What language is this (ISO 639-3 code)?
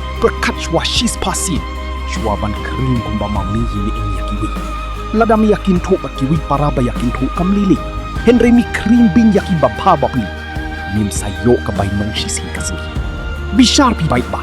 kha